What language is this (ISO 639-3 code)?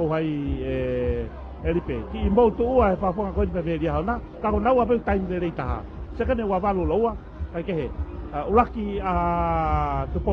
ton